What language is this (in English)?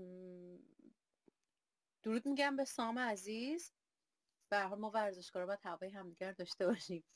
Persian